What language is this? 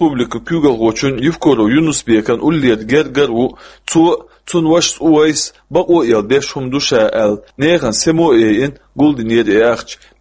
Chechen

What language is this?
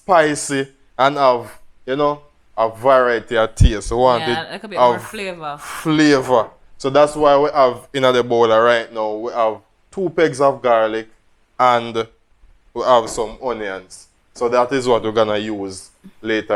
Jamaican Creole English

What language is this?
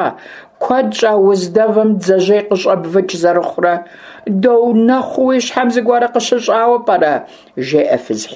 Kabardian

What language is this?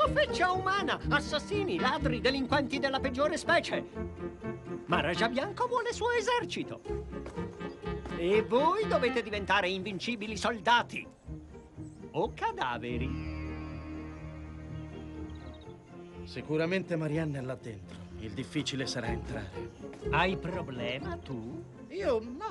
Italian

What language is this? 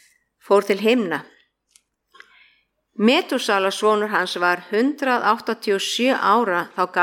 Icelandic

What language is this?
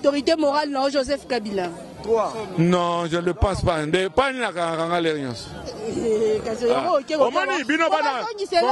Lingala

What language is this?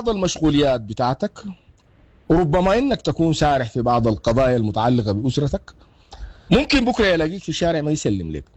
Sudanese Arabic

